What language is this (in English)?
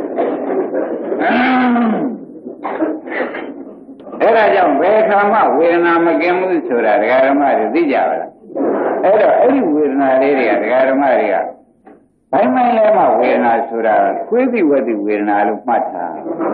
Burmese